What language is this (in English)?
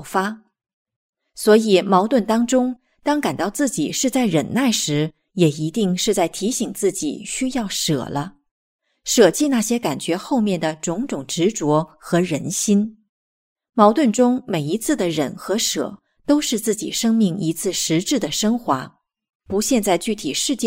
Chinese